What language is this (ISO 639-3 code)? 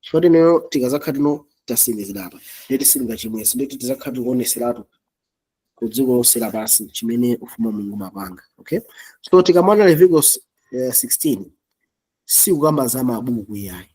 nya